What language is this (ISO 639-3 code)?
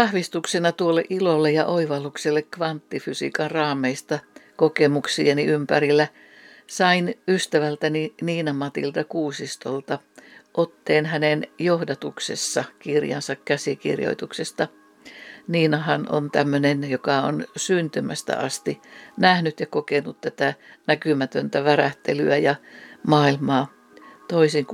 fin